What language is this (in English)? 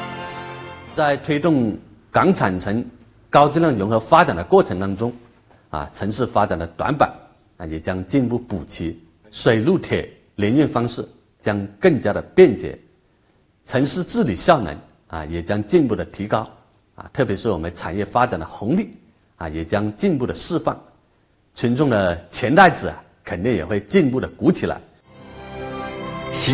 Chinese